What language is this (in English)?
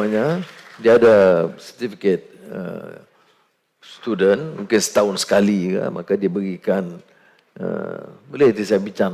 Malay